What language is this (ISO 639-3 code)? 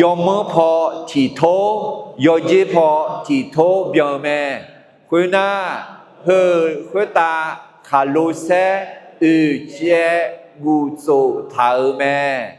ahk